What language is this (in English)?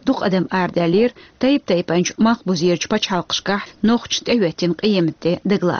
Chechen